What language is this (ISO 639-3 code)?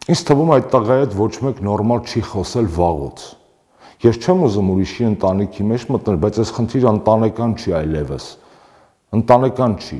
hye